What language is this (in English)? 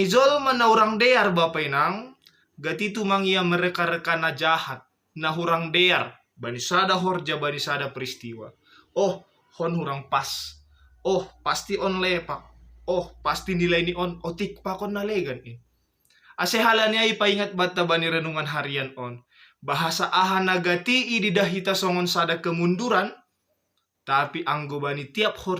Batak Simalungun